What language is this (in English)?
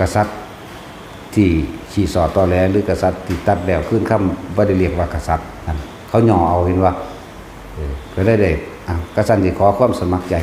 Northeastern Thai